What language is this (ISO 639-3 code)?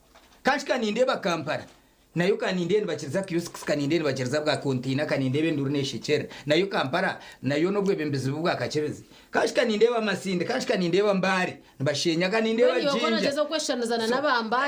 nyn